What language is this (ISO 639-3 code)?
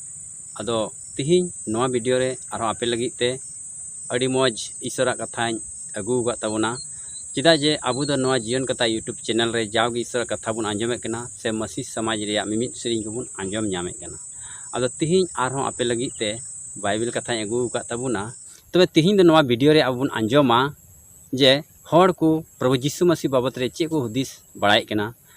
sat